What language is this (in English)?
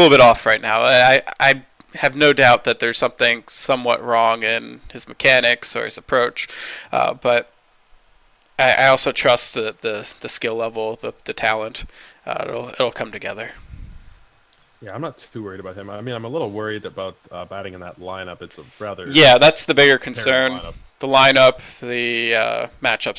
English